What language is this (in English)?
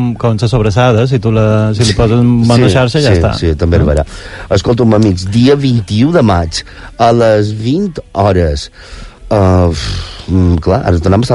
Catalan